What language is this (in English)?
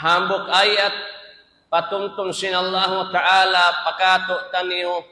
Tausug